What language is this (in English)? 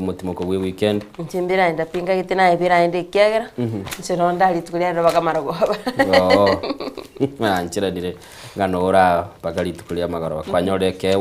Gusii